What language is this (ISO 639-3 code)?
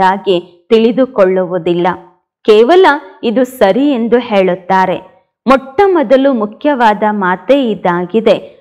kan